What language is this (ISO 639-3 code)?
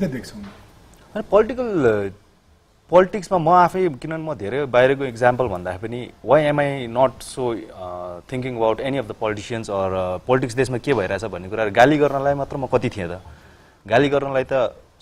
nep